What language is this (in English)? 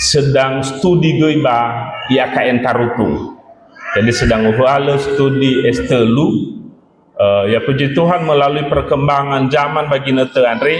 Nias